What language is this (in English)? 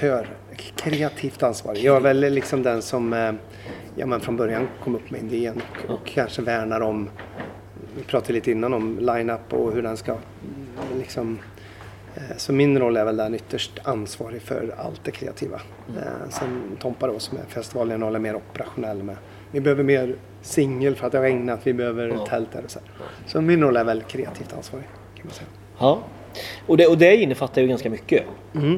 Swedish